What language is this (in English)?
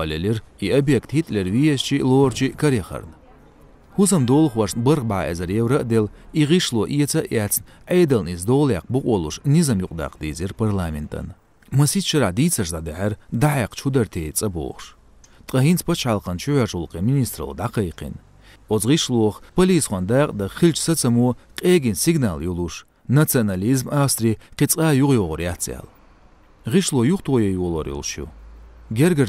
Chechen